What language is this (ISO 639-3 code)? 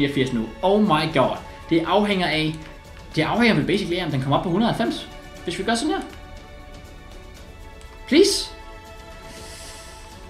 dan